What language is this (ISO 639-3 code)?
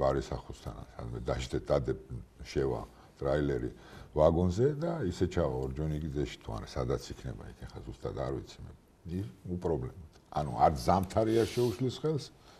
kat